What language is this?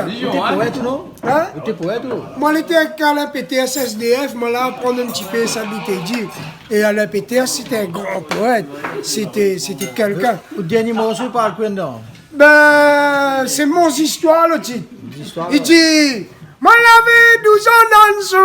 Réunion Creole French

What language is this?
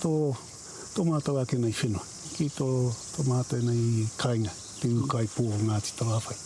Māori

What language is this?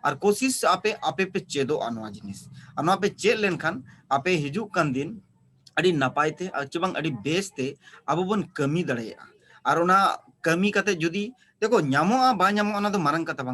Santali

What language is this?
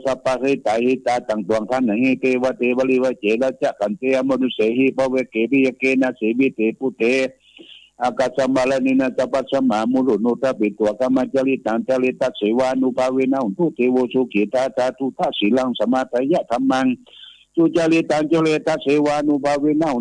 Pali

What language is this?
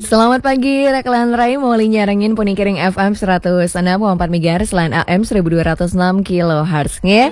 Balinese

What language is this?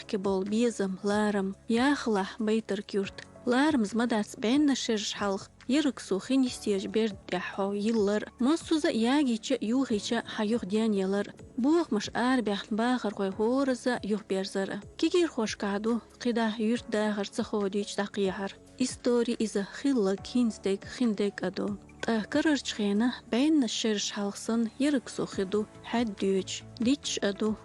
Chechen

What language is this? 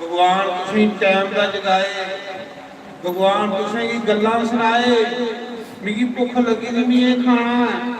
Dogri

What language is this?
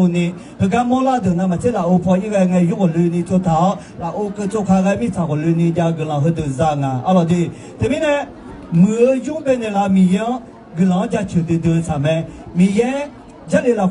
Akha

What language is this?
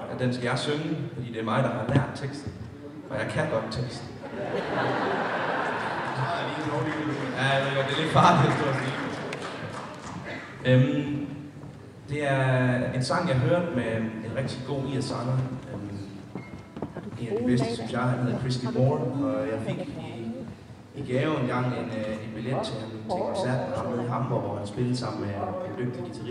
Danish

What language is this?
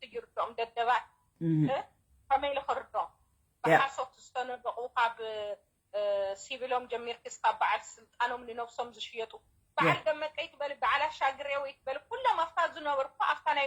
Tigrinya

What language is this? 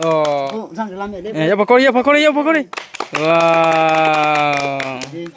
Riang (India)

